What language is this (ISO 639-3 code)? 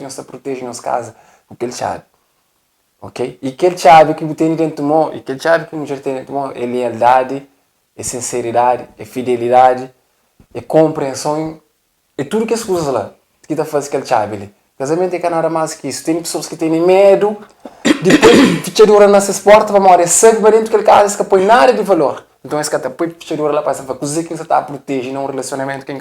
kea